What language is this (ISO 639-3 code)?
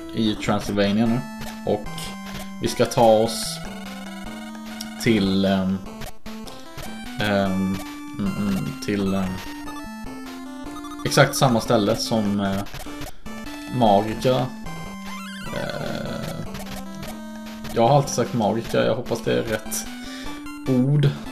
swe